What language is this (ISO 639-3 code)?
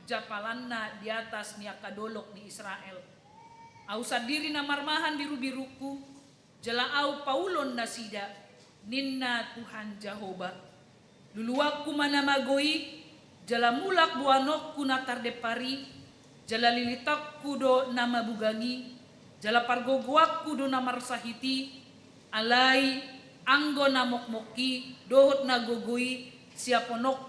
bbc